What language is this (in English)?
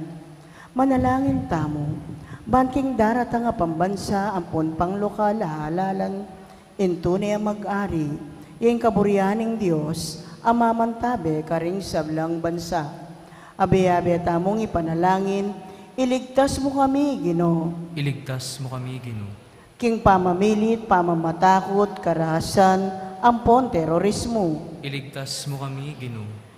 Pampanga